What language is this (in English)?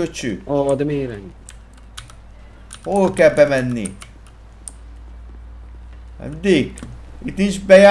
Hungarian